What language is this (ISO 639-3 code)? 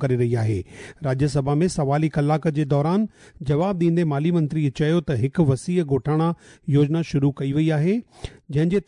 snd